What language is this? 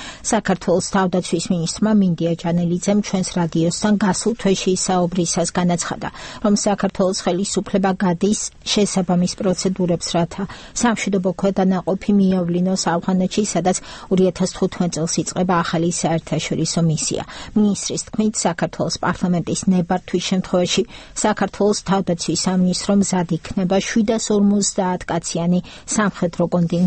Georgian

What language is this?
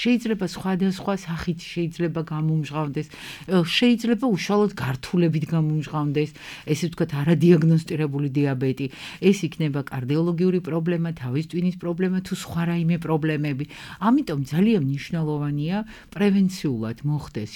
Georgian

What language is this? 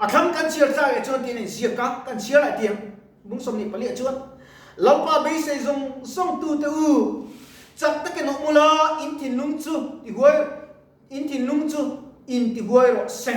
Mizo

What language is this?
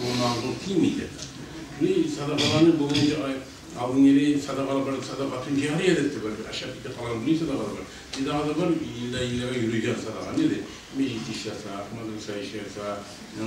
Kumyk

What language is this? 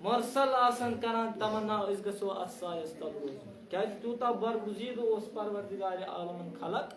Kashmiri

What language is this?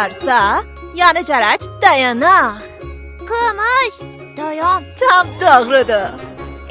South Azerbaijani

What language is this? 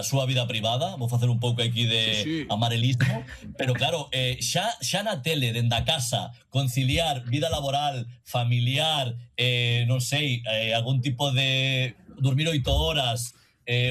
Galician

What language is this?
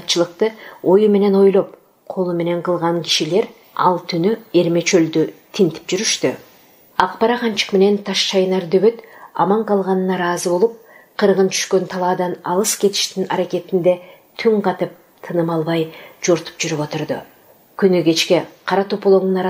Kyrgyz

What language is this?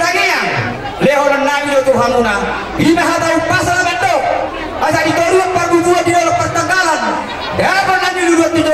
Batak Toba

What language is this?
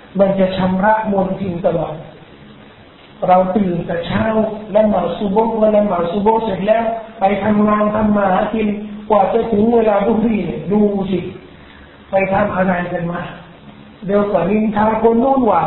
Thai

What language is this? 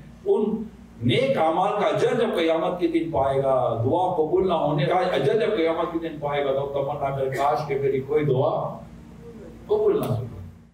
Urdu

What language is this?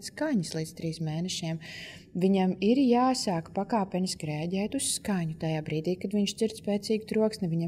Latvian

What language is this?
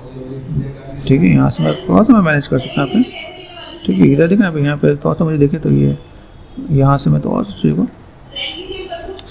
Hindi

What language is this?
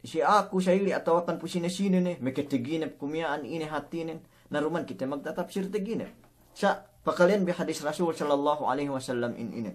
Yakan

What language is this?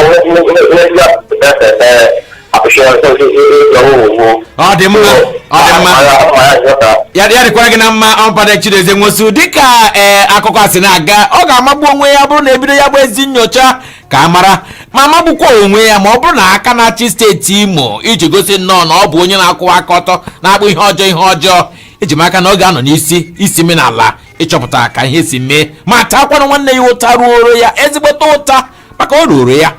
Igbo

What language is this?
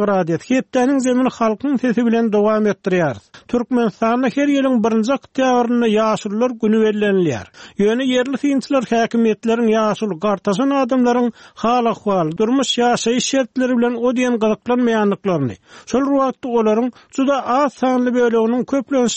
Turkmen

